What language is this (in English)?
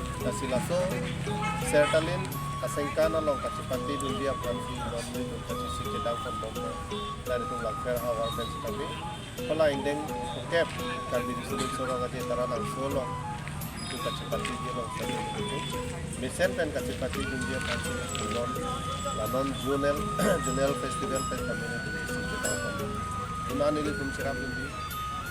Karbi